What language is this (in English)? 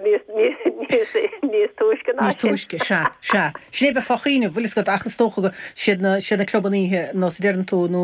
Irish